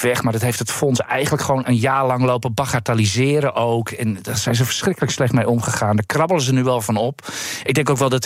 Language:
Dutch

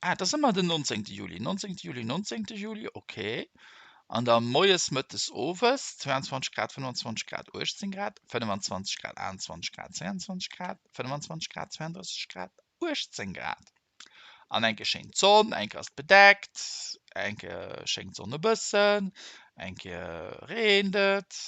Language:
Luxembourgish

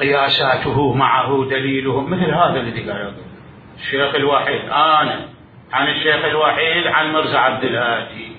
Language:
Mesopotamian Arabic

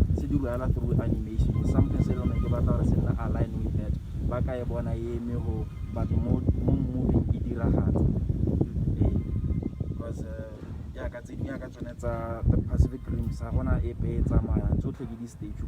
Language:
Tswana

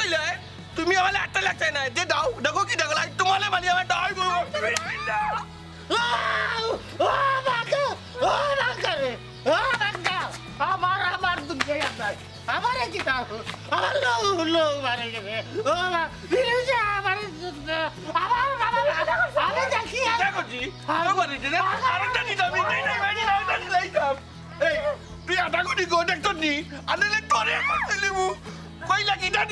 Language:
Sylheti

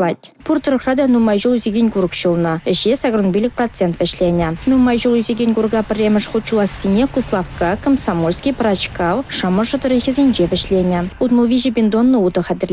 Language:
Chuvash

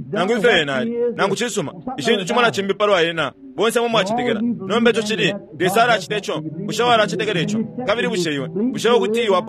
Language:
Bemba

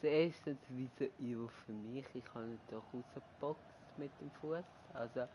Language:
Swiss German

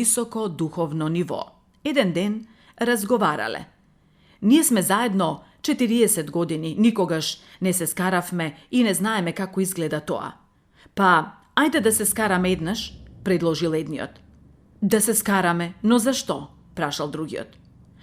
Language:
Macedonian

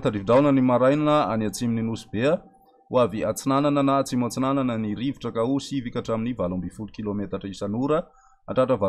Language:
Malagasy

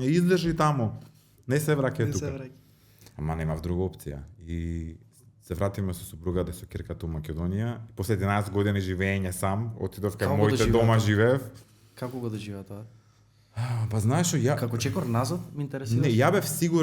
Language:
Macedonian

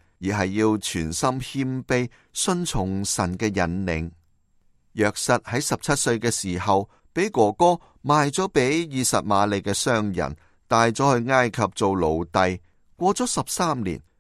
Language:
Cantonese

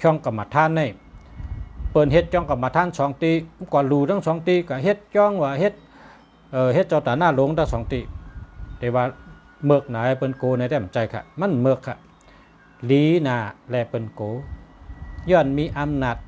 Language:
Shan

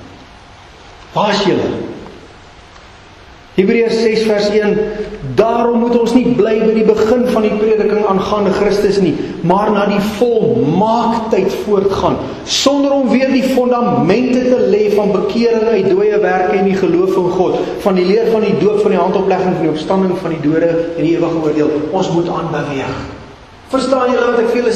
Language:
Afrikaans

